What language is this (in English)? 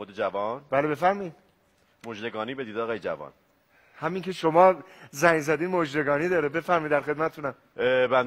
Persian